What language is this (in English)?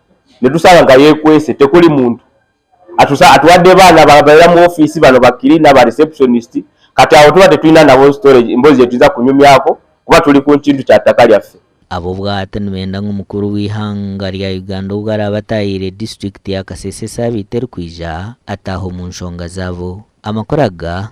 Nyankole